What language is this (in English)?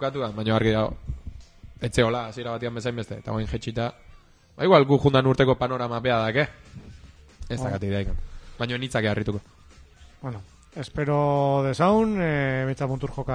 Basque